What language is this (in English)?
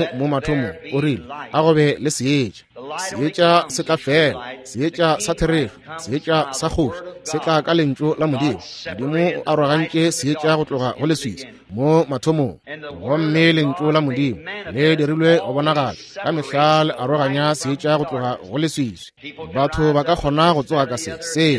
Northern Sotho